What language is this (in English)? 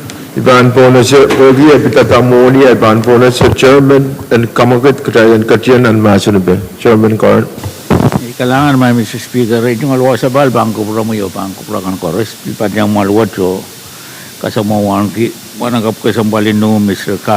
Pohnpeian